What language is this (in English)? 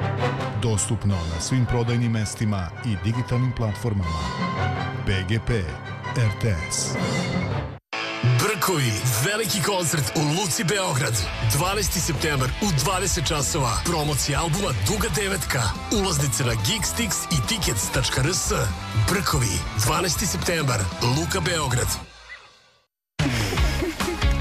Serbian